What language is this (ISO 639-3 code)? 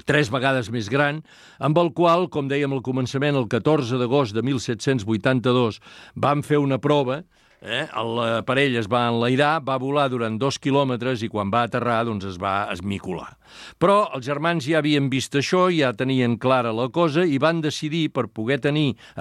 cat